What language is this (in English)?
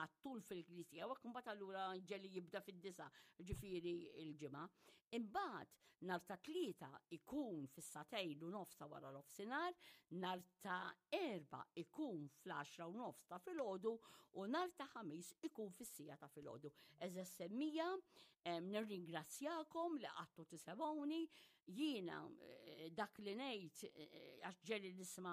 Maltese